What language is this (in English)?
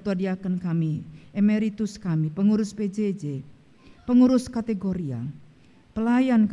Batak Karo